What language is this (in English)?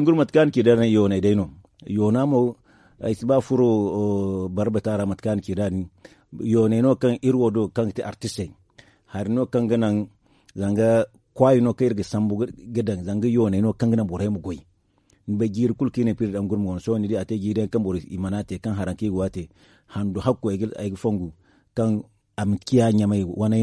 Zarma